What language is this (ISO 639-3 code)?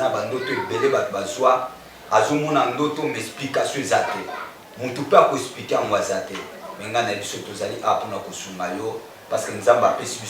lin